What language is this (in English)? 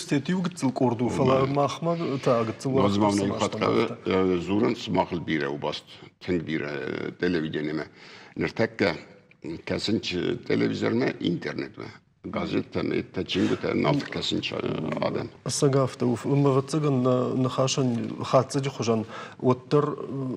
Ossetic